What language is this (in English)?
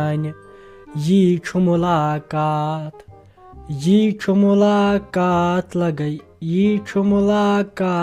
Kashmiri